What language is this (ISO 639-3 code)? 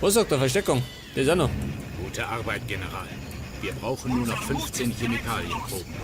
bar